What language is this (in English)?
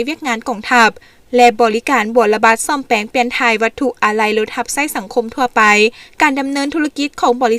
Lao